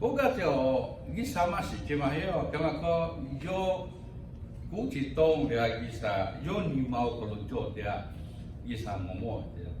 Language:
Lahu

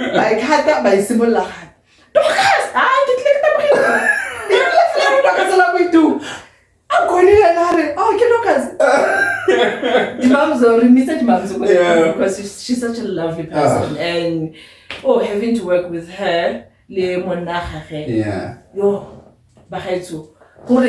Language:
Tswana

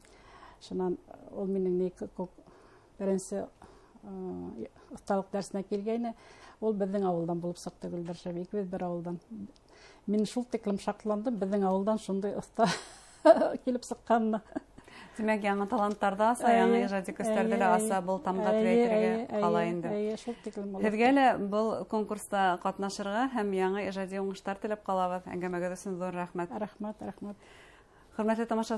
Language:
Bashkir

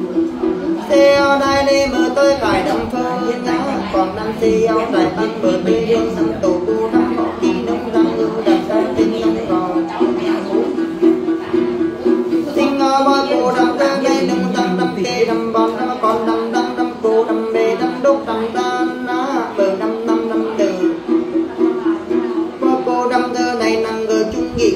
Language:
Vietnamese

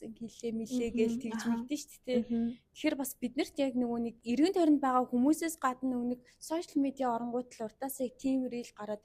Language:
Mongolian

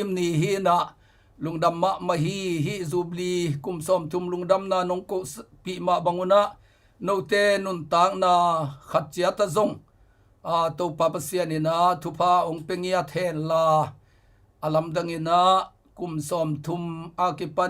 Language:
Tedim Chin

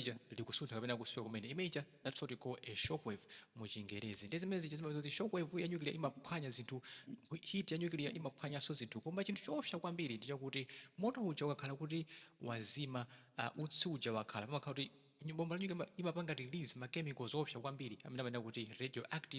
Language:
Nyanja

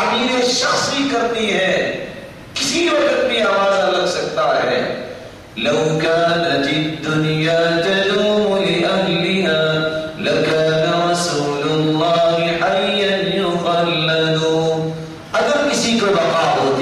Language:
Urdu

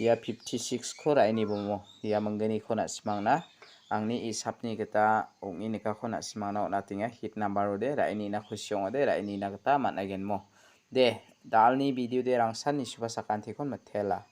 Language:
Garo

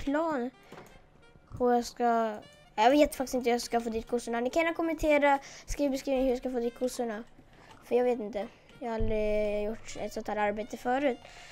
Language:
Swedish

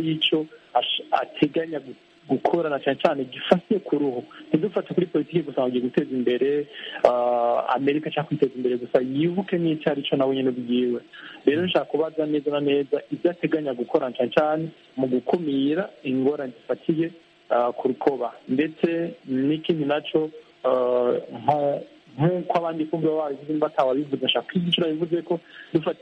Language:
Kinyarwanda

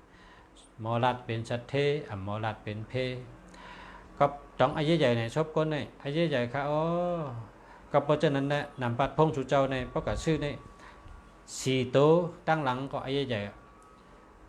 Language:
Shan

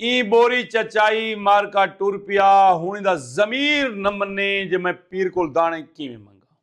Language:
Saraiki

